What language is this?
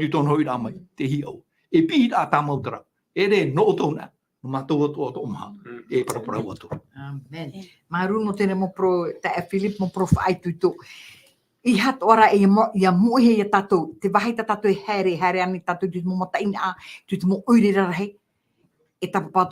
Tahitian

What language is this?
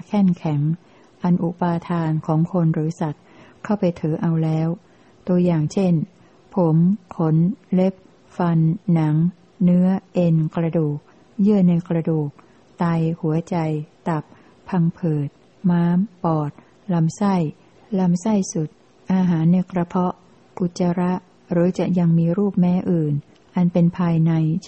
Thai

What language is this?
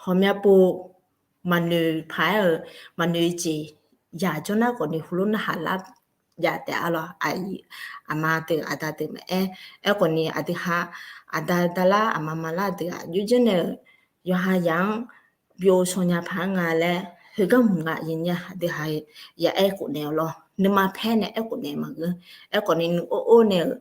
Akha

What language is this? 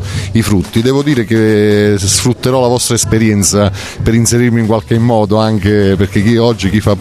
Italian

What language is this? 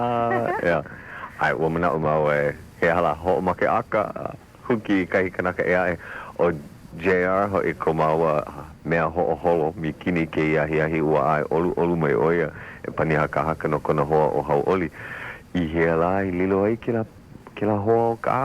Hawaiian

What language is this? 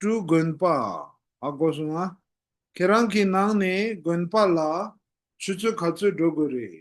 Tibetan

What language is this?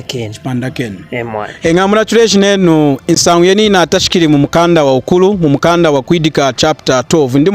Lunda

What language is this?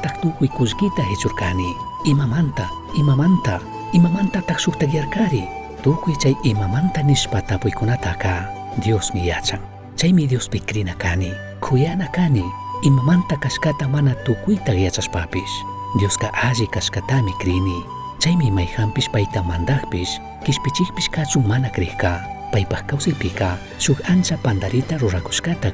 Chimborazo Highland Quichua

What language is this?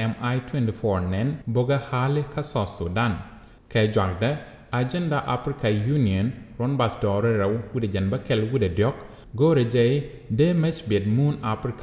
Nuer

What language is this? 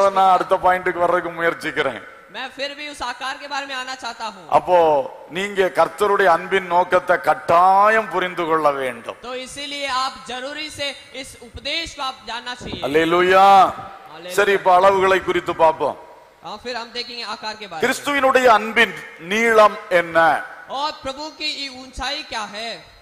Tamil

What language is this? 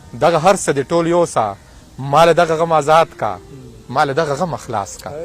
Pashto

